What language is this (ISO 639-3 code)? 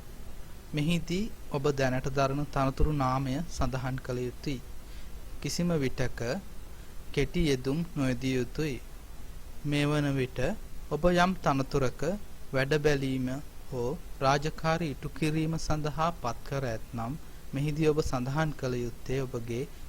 sin